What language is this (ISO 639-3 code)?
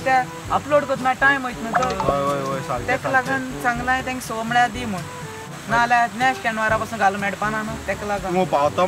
kok